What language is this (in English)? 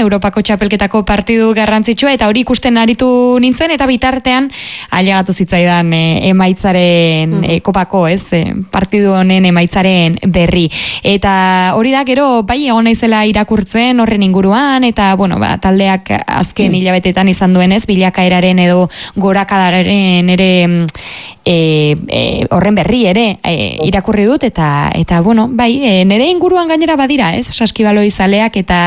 Basque